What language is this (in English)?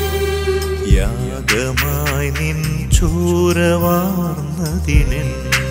Malayalam